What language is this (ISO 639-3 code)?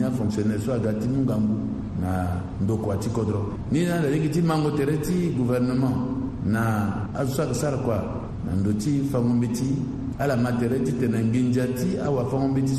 sag